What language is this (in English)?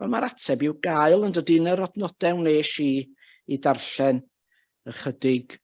Welsh